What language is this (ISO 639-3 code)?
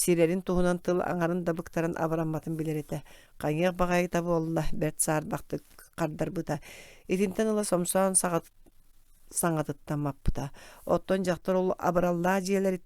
sah